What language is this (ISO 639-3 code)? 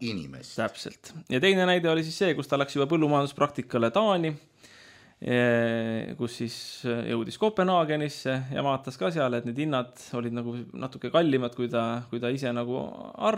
est